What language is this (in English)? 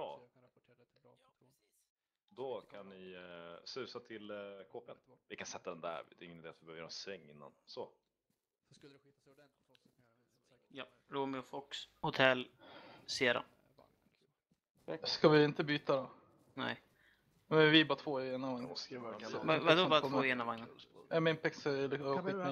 Swedish